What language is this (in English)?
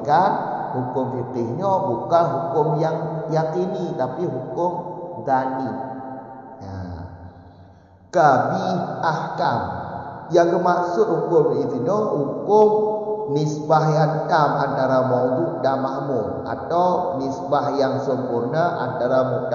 Malay